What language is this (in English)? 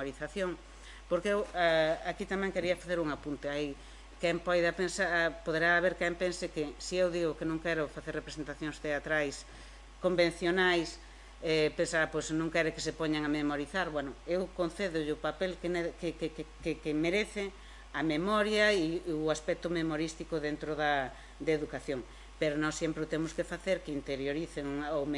Galician